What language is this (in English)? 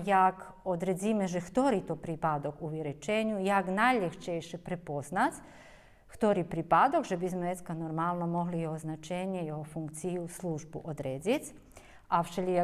Rusyn